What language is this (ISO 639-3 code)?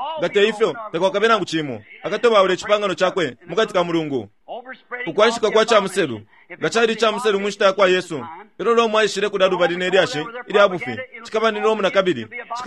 bem